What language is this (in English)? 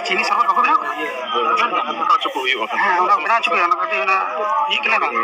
Santali